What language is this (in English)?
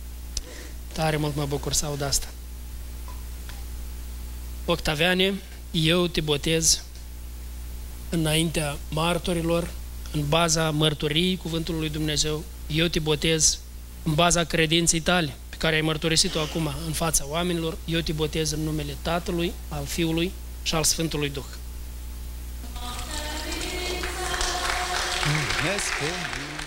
Romanian